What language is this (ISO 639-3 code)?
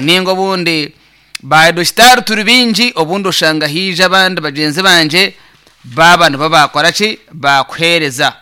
nyn